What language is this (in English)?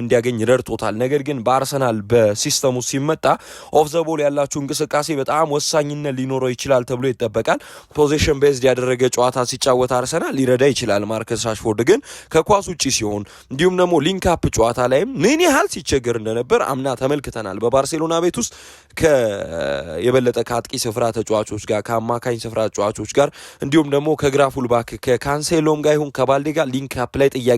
Amharic